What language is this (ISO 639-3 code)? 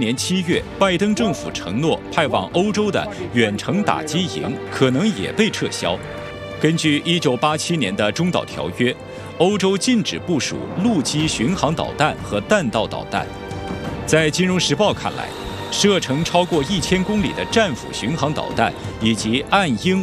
zho